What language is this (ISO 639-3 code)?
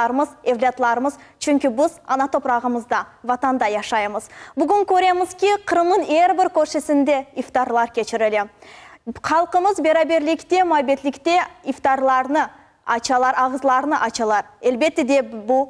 crh